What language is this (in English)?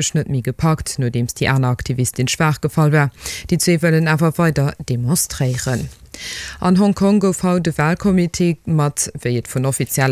Luxembourgish